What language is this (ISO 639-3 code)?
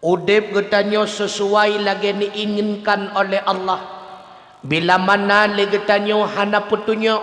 ace